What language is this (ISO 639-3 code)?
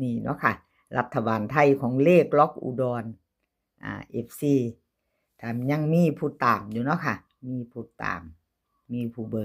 tts